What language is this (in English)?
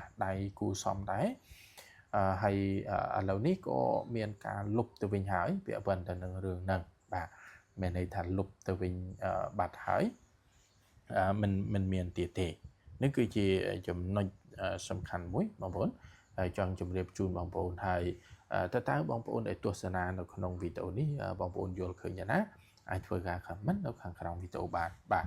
Khmer